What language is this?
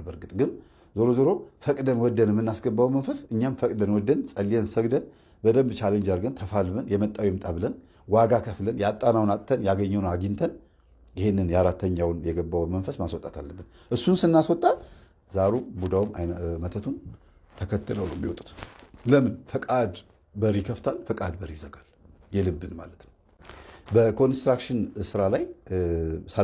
Amharic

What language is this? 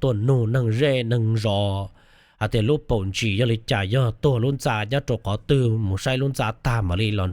Hmong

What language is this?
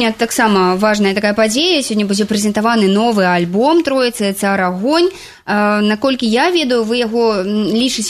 Belarusian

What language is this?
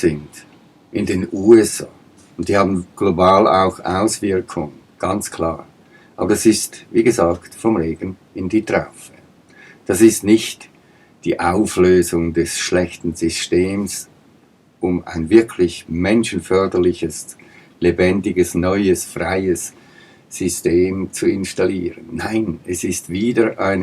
Swiss German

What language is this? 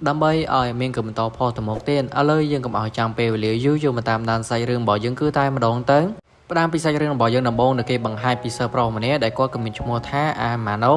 Khmer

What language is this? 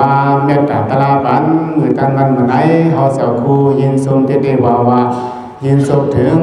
Shan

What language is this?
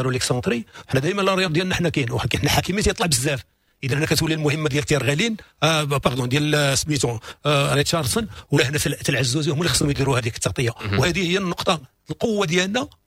Moroccan Arabic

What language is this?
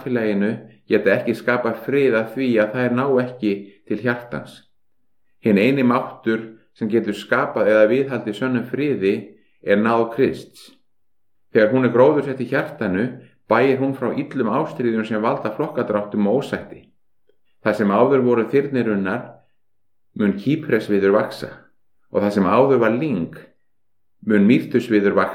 Icelandic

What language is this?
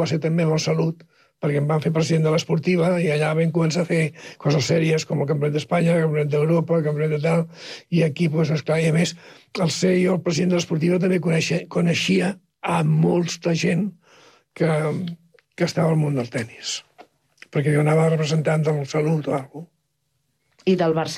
Catalan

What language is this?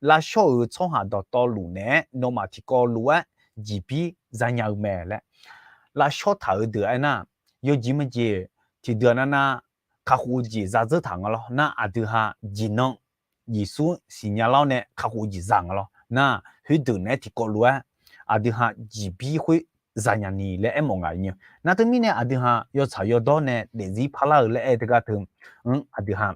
Akha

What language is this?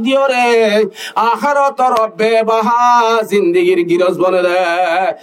Rohingya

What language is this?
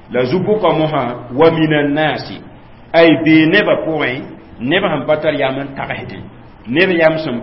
Mossi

